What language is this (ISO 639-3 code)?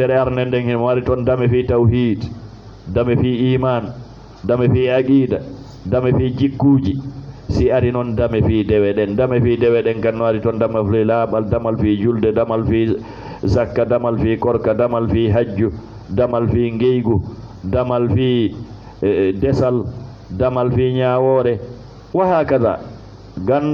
ful